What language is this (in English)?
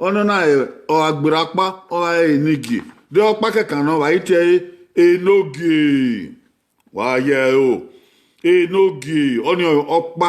Bini